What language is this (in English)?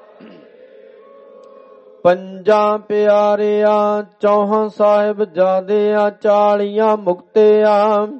Punjabi